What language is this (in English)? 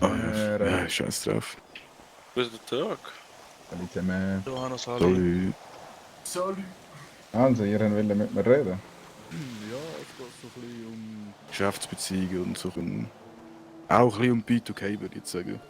Swiss German